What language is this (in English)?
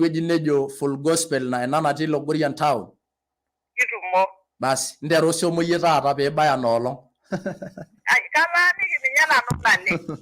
Masai